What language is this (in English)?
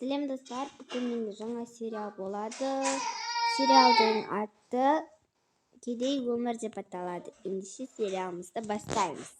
Kazakh